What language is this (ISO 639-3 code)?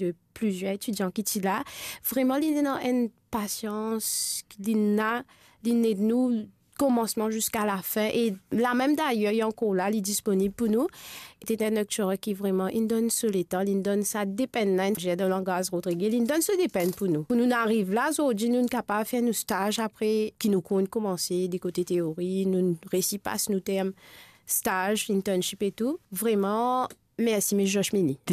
mfe